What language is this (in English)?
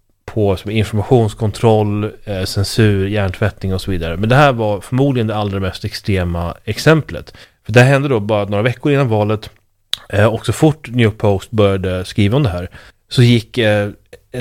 Swedish